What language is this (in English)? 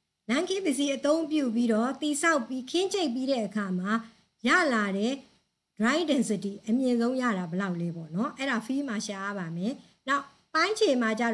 Burmese